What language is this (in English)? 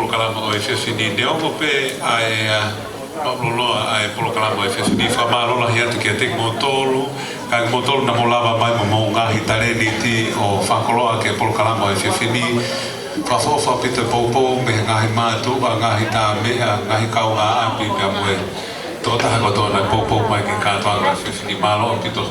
Tongan